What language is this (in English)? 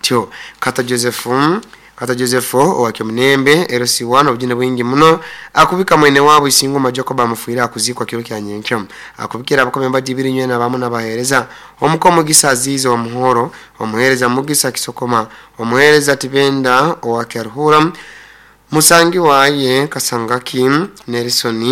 Nyoro